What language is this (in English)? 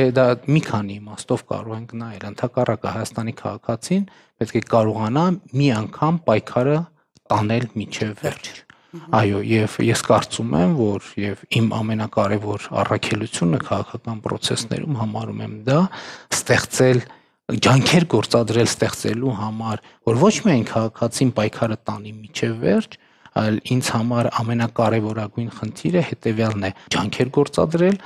Armenian